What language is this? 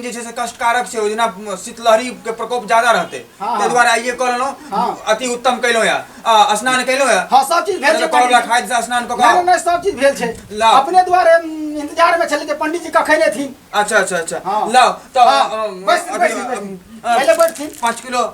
Maithili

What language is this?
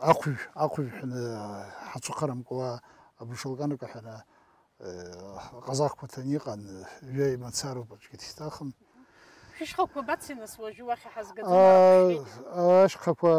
Abkhazian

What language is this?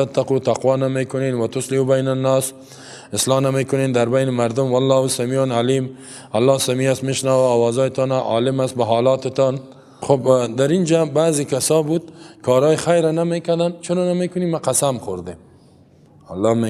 Persian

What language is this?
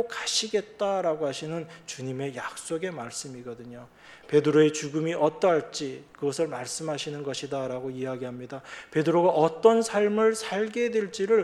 Korean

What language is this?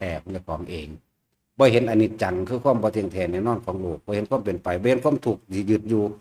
Northeastern Thai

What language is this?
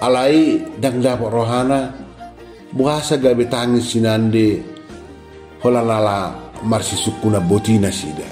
Batak Toba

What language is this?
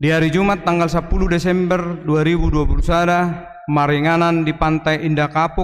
Batak Toba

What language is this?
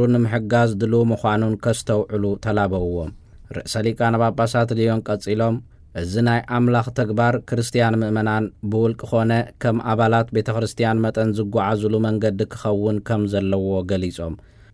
Tigrinya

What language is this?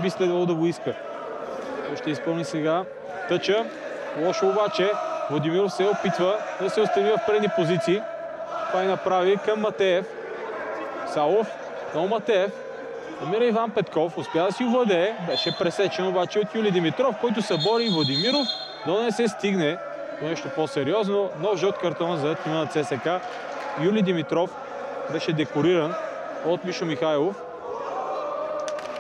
Bulgarian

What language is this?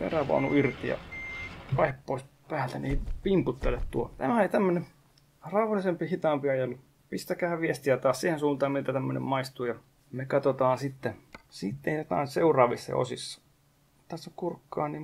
Finnish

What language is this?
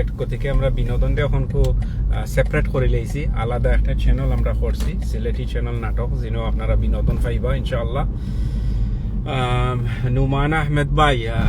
Sylheti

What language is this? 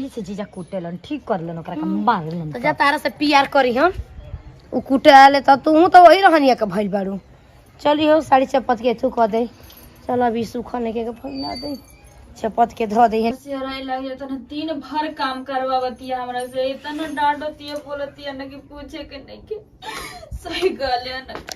Bhojpuri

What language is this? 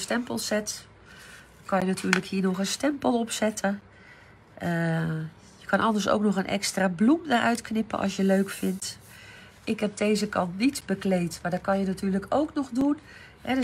Dutch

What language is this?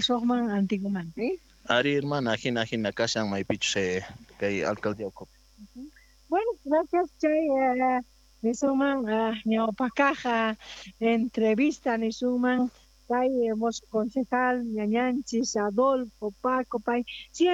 Quechua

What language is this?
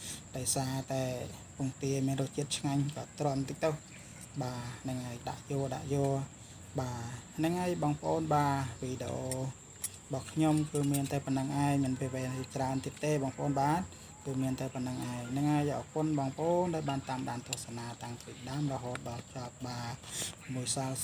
Khmer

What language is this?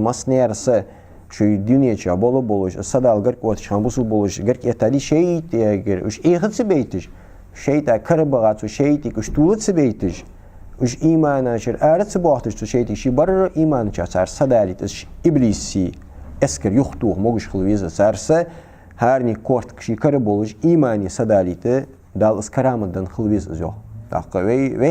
Ingush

